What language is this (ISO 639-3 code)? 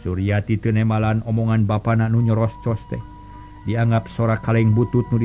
sun